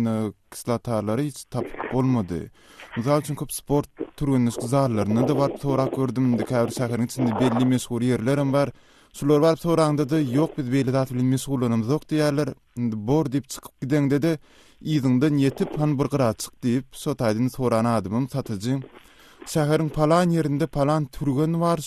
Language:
Turkmen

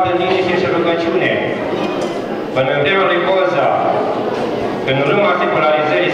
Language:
Romanian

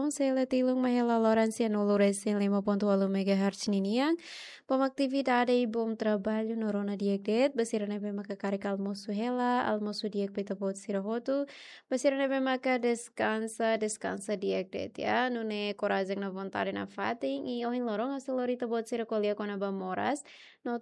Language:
Tetum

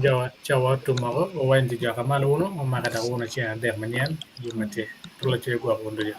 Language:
Acoli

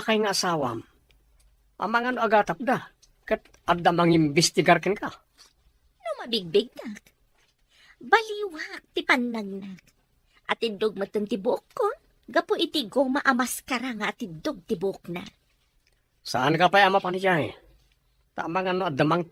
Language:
Iloko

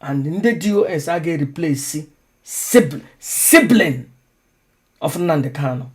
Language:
Igbo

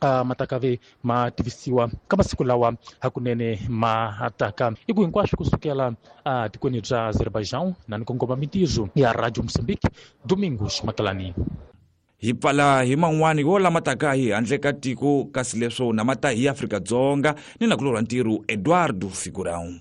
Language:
Tsonga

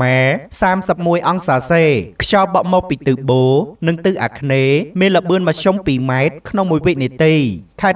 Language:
Khmer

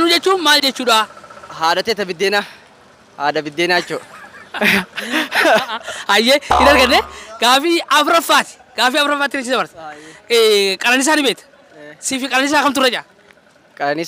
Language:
Oromo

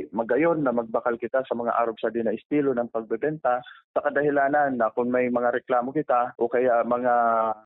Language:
Bikol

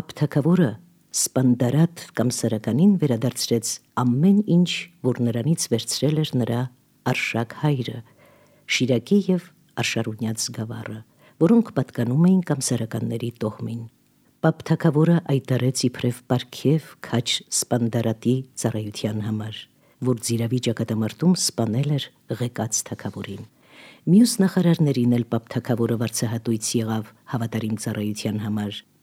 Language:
Armenian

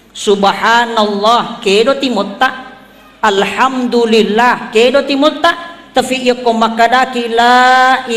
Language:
Buginese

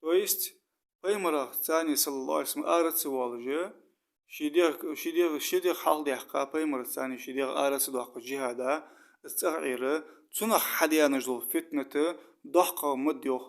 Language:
Ingush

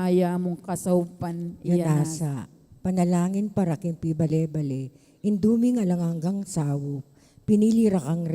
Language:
Pampanga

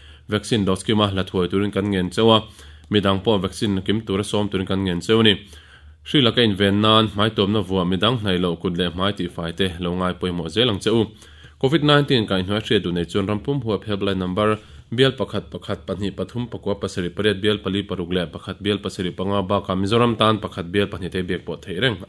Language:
Mizo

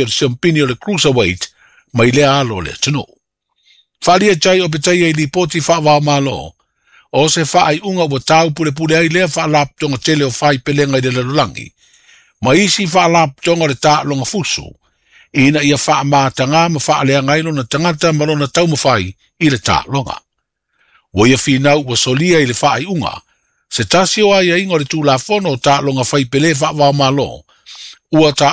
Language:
Samoan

